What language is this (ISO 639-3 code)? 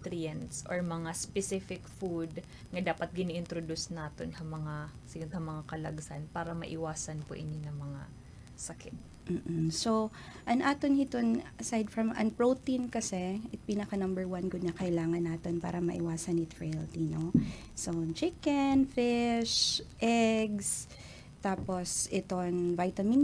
war